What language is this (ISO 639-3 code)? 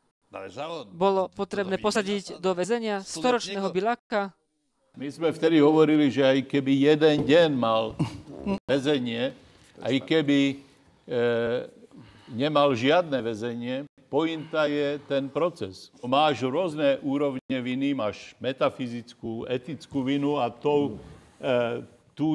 slk